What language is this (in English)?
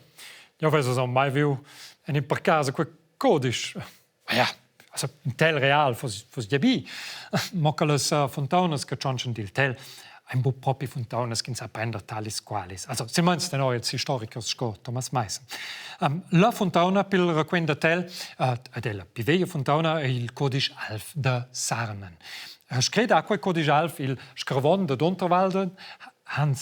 Romansh